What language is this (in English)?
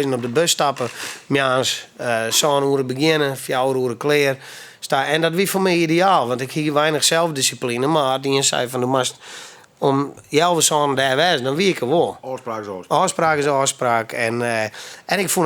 Western Frisian